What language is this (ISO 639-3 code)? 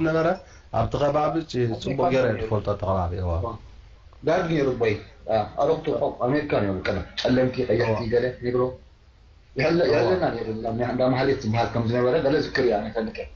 tir